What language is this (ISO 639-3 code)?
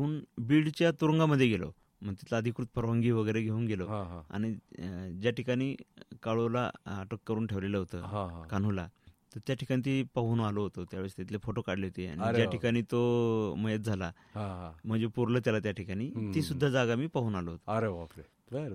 mar